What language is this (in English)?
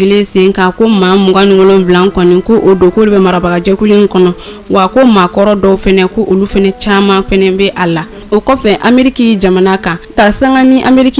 Bambara